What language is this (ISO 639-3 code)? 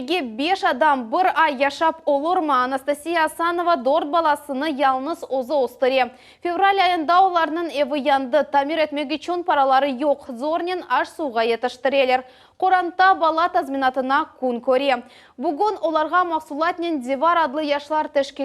crh